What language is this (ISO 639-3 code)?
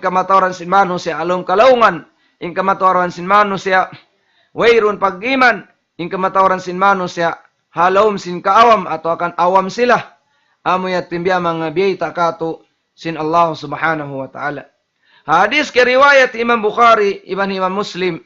tsg